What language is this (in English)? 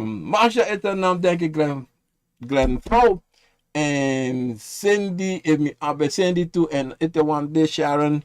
Sranan Tongo